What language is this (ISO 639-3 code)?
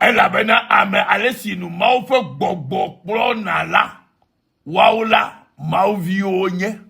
ewe